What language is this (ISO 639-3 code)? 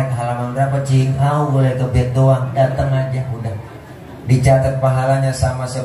bew